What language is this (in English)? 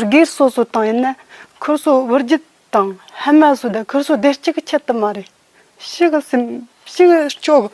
Tibetan